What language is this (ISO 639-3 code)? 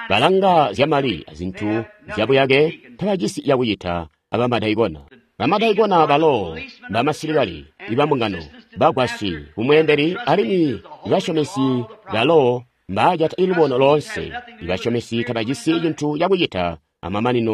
toi